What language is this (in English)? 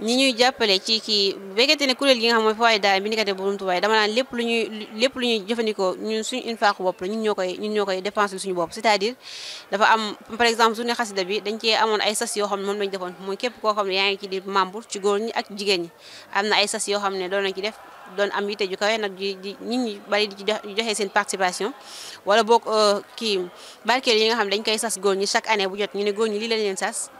Wolof